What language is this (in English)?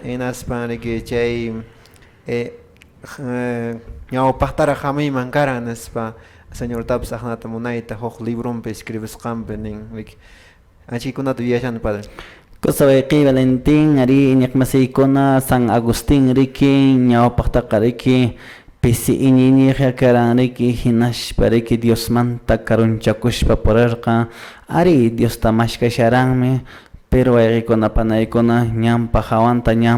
Quechua